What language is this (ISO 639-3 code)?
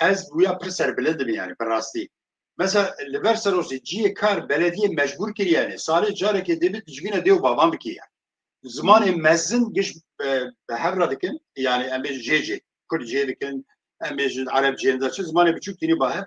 kur